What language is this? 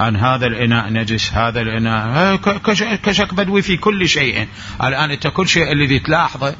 Mesopotamian Arabic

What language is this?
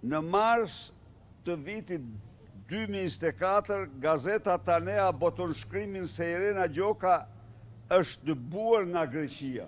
Albanian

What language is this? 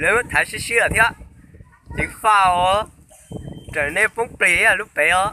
Hmong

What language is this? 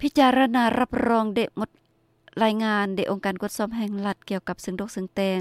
Lao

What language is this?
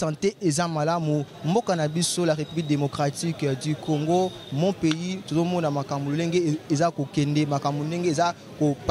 Lingala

